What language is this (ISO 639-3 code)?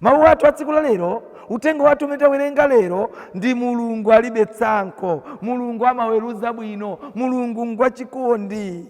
nya